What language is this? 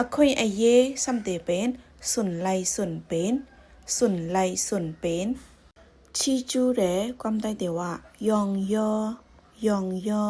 Shan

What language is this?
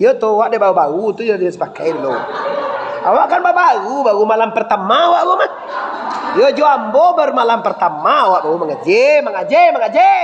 Minangkabau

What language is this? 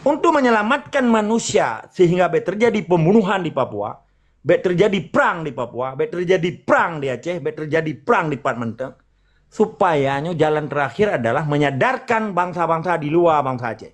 Achinese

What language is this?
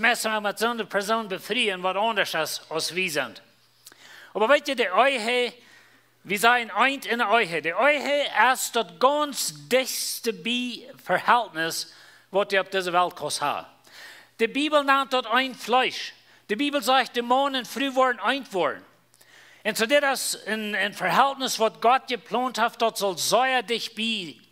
Plautdietsch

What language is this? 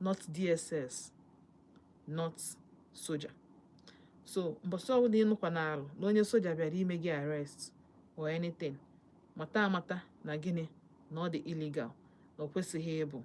Igbo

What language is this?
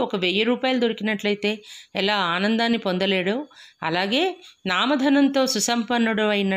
Telugu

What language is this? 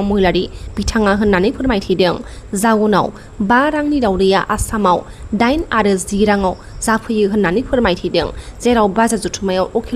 Bodo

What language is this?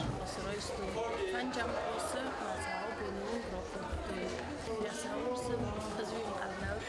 Ossetic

